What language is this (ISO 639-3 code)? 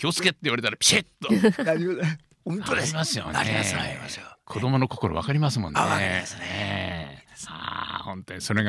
jpn